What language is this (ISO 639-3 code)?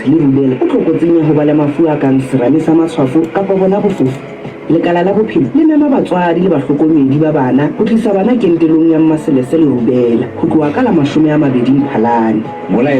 sot